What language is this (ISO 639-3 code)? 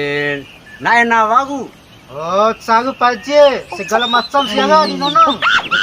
bhp